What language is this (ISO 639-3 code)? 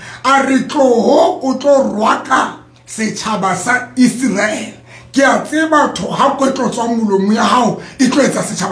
sot